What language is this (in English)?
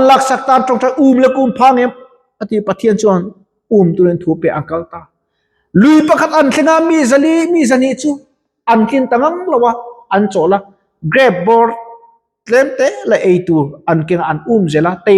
Mizo